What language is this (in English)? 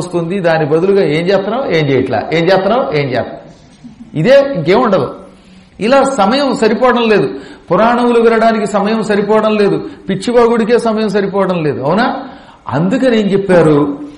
Telugu